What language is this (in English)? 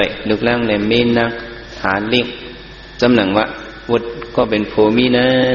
Shan